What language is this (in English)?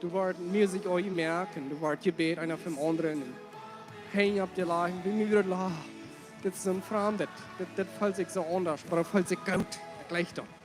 Plautdietsch